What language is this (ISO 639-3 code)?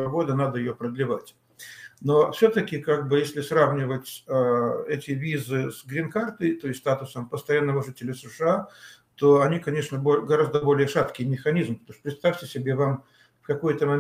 rus